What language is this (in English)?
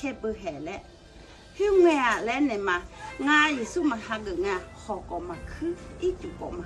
Akha